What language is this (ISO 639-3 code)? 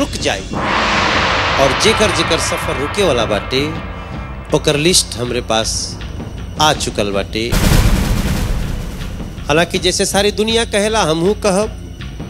bho